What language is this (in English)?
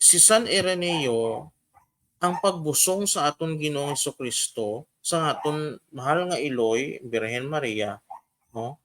Hiligaynon